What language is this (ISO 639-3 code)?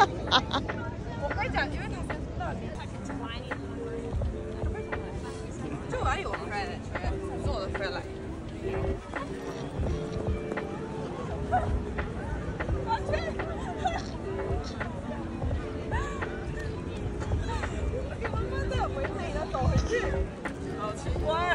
zho